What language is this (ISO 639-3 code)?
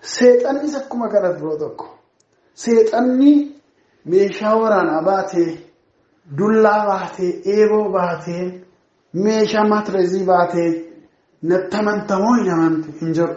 orm